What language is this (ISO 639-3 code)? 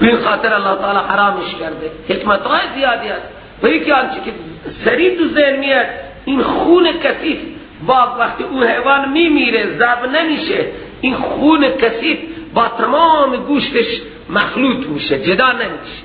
fas